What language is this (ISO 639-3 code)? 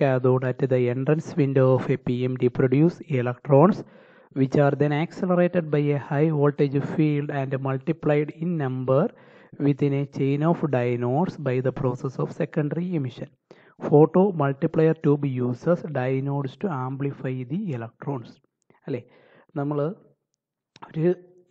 mal